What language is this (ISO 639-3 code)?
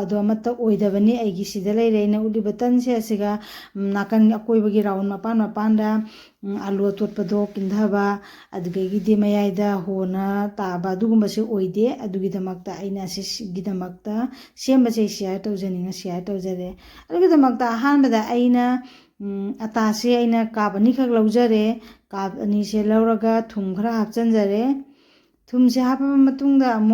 mni